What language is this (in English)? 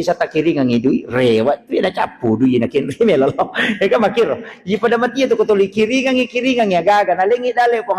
Buginese